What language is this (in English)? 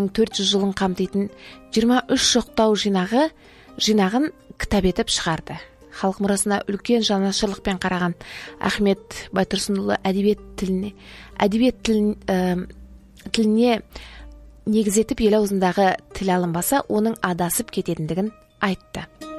Kazakh